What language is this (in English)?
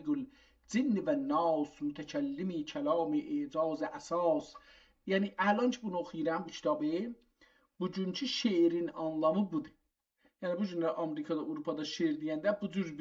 South Azerbaijani